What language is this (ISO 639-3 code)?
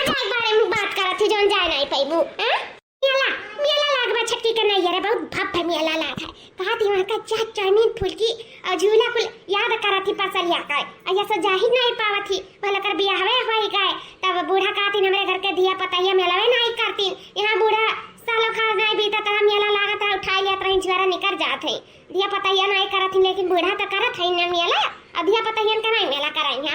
awa